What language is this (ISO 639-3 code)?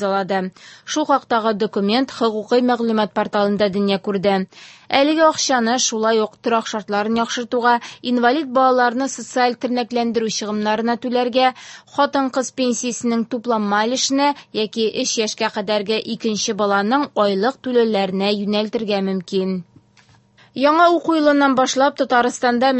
tat